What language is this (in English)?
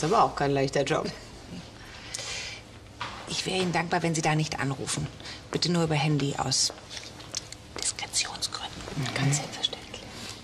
German